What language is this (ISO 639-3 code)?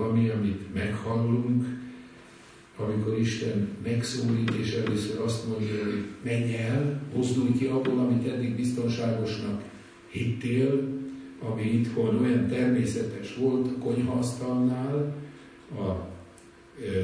hun